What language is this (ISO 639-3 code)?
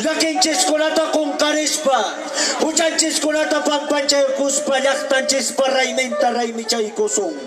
que